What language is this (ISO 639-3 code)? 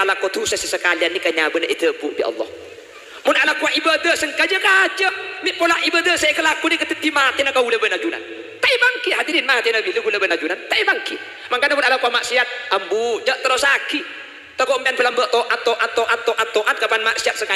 mad